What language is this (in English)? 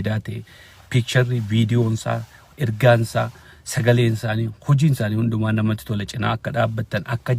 Oromo